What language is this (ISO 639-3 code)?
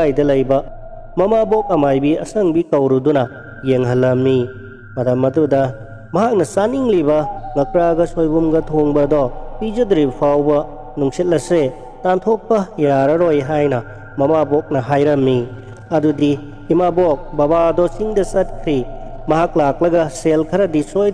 mni